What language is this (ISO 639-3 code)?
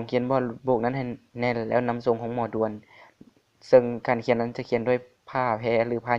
lao